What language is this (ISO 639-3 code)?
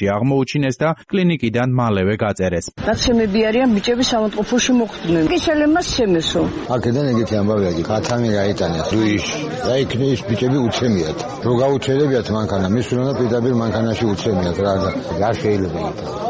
kat